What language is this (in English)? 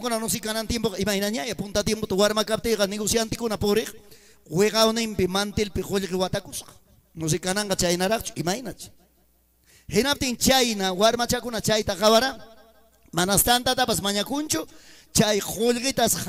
Ayacucho Quechua